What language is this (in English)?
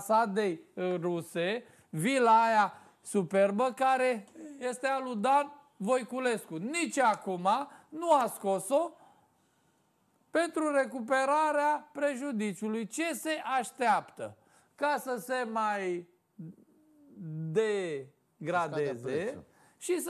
Romanian